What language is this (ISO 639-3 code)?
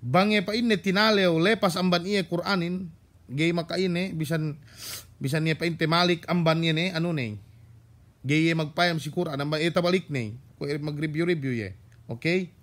yka